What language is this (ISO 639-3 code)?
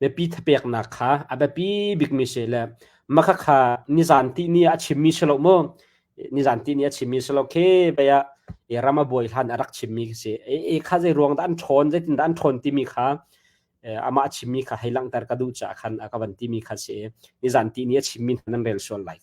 cnh